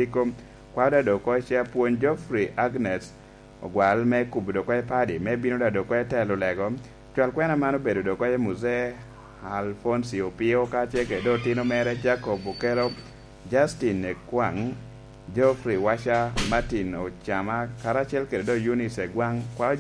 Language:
Lango (Uganda)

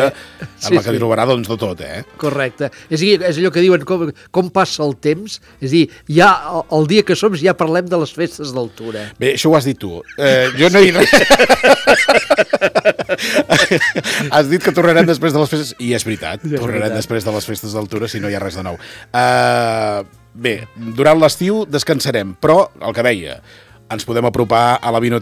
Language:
Catalan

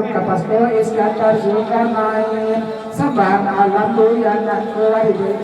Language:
Minangkabau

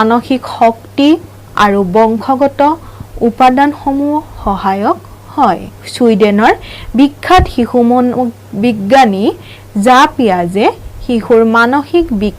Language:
Assamese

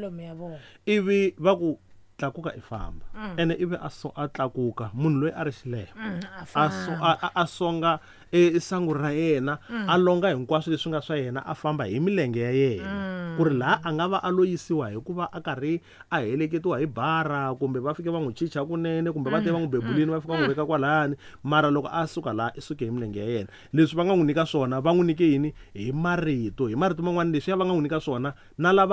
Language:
Tsonga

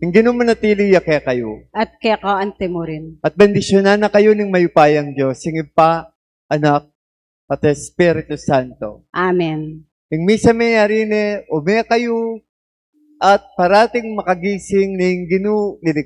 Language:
Pampanga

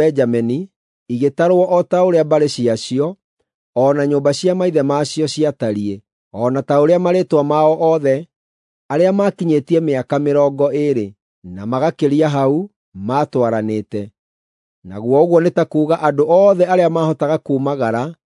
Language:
Kikuyu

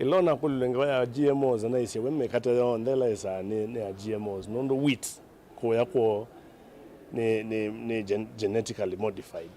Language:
Kamba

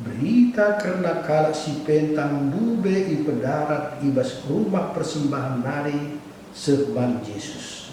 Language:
Batak Karo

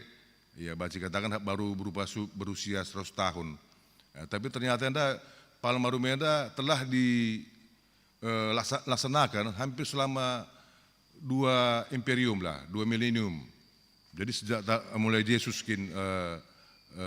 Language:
Batak Karo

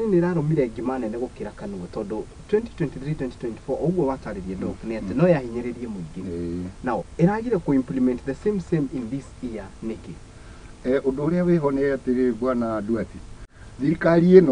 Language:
Kikuyu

